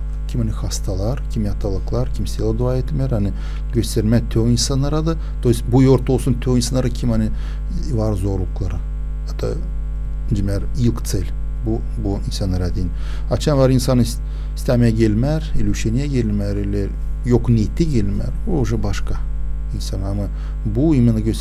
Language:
Gagauz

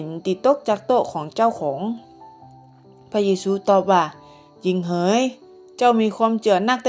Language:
Northern Thai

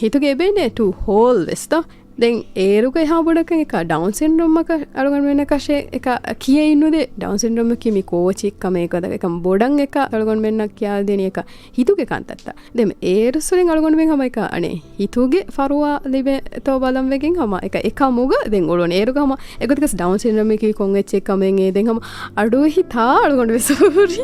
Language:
Divehi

